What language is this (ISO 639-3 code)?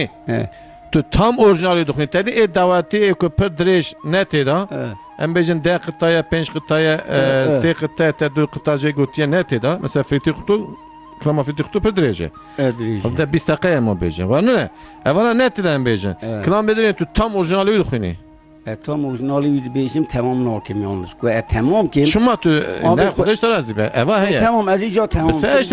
kur